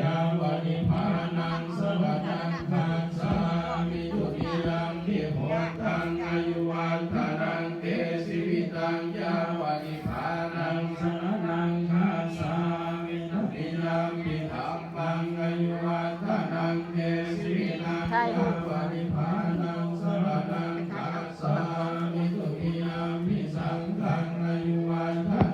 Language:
Pali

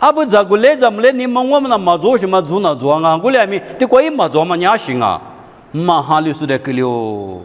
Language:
Lisu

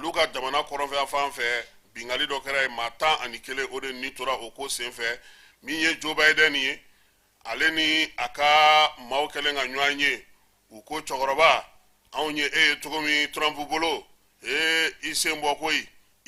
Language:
Bambara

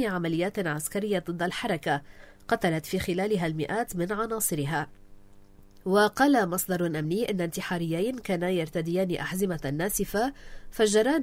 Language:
Arabic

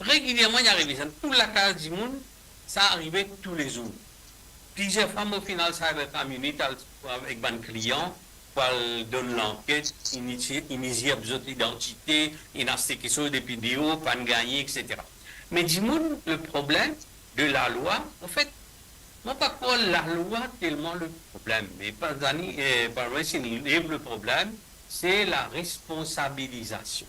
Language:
Morisyen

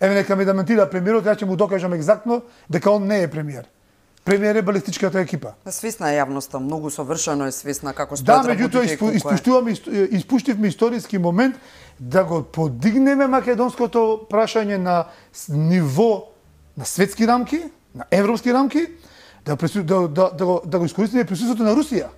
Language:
Macedonian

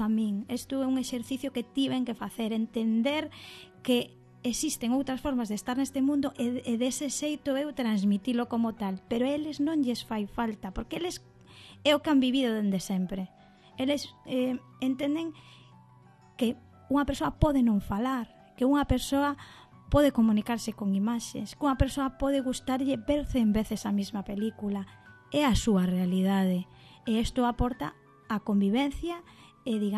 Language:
Galician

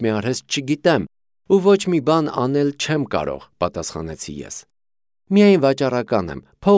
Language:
Armenian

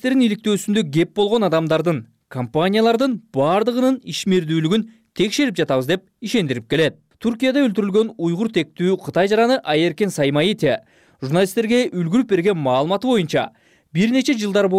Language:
Kyrgyz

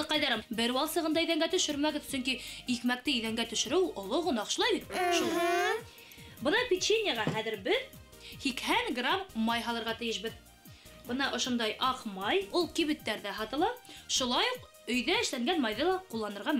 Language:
Bashkir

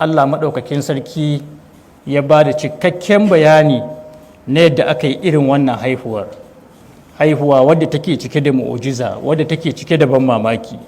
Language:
Hausa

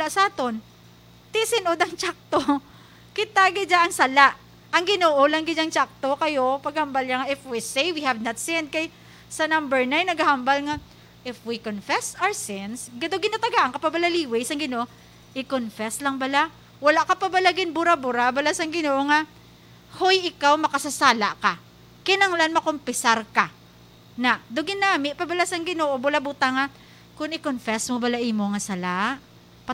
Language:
Hiligaynon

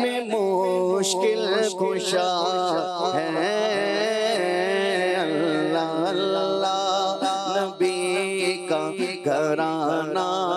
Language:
Urdu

